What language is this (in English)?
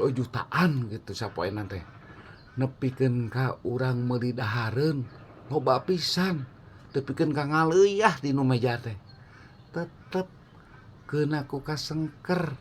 Sundanese